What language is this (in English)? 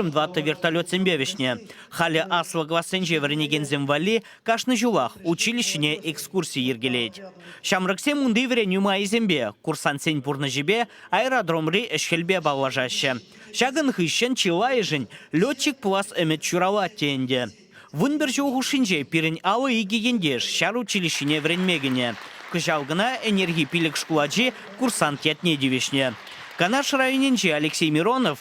Chuvash